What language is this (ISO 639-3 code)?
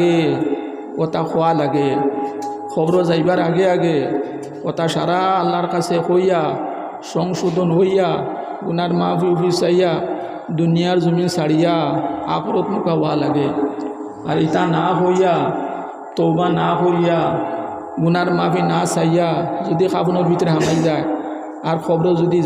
syl